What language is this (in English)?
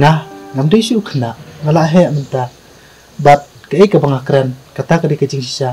Khasi